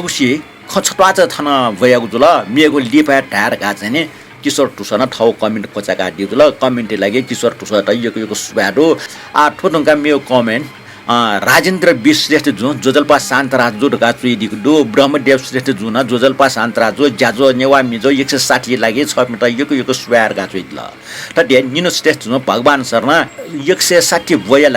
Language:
Newari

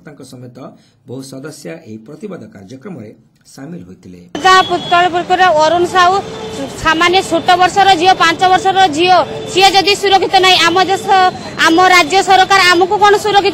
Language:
Odia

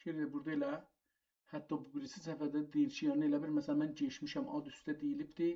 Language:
South Azerbaijani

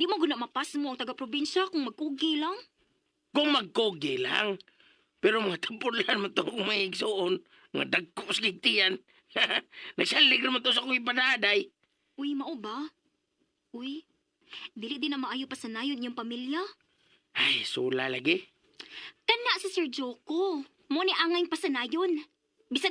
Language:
Cebuano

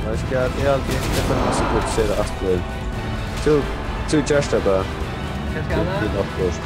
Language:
Faroese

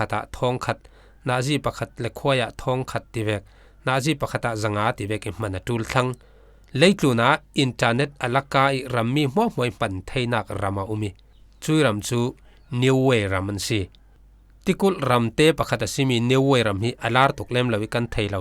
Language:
Falam Chin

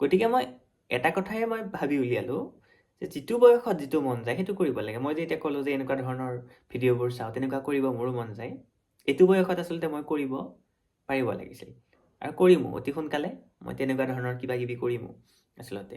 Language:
Assamese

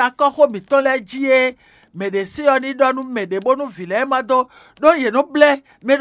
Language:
Fon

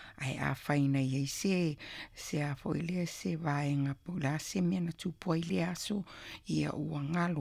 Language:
Samoan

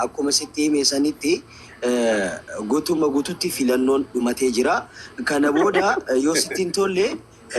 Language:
Oromo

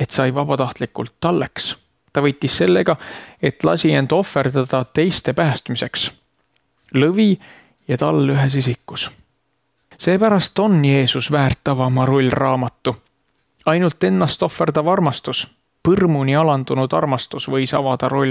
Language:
Estonian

